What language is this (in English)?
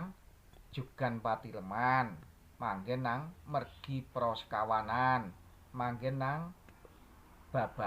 Javanese